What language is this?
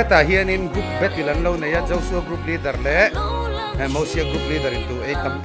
Mizo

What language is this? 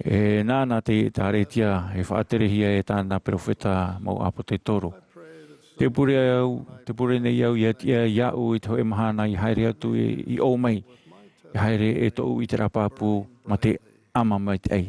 Tahitian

